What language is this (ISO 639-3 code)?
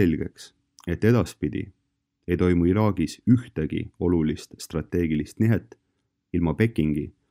est